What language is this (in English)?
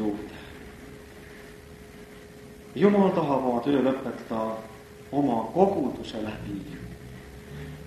Estonian